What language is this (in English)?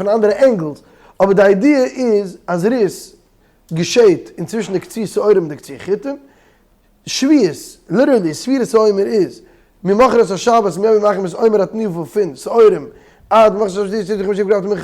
Yiddish